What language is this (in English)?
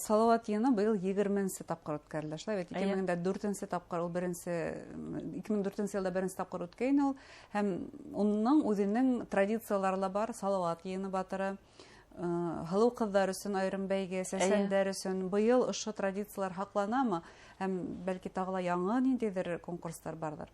Bashkir